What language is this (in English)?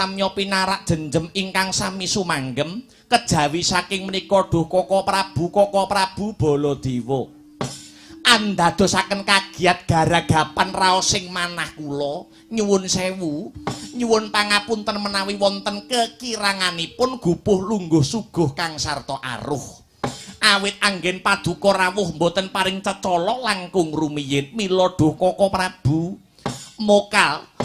Javanese